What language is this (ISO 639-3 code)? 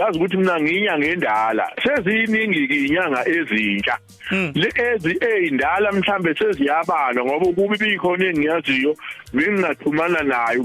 zul